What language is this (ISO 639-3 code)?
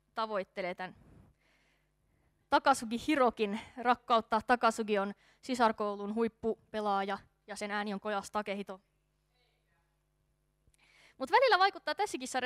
fin